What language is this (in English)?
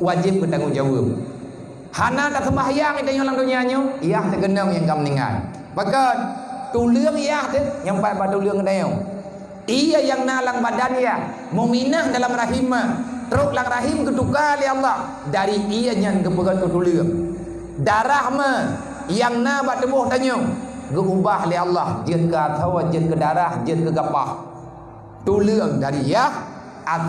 Achinese